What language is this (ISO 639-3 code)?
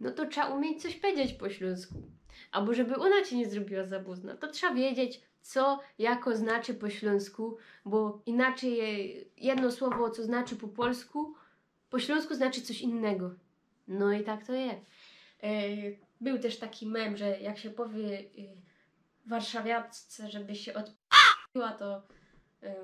szl